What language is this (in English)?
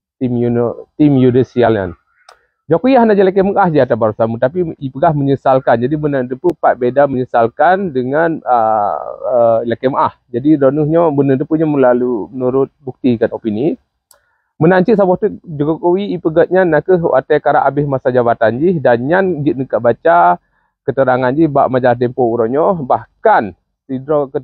Achinese